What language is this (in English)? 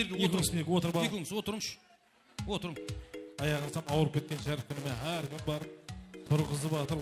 Kara-Kalpak